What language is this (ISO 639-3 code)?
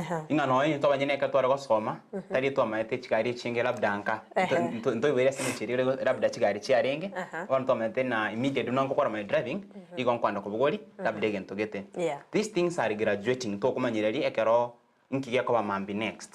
guz